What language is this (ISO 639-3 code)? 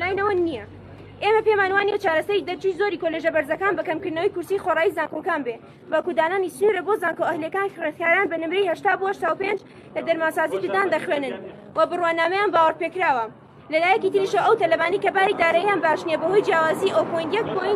ckb